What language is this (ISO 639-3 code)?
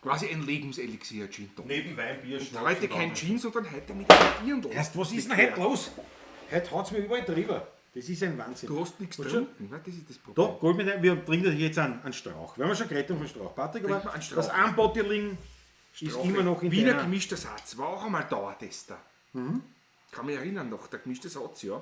bar